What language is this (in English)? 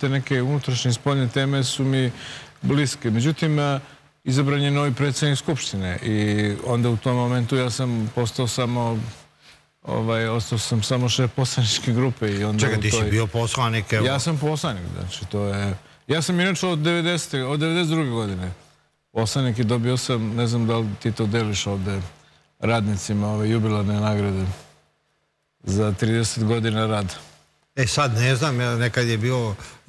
Serbian